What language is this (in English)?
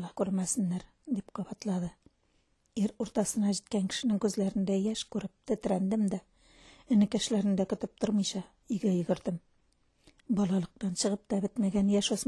Tatar